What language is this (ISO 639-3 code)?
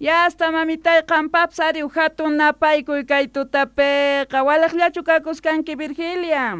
quh